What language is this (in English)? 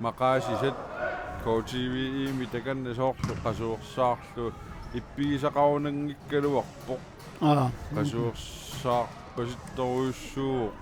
Kalaallisut